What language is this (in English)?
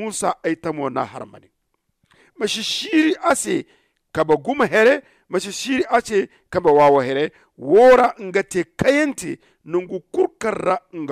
Zarma